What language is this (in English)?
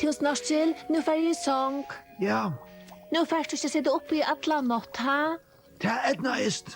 Faroese